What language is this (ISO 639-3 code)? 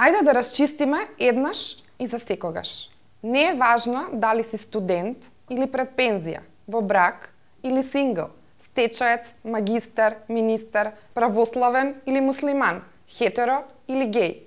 mkd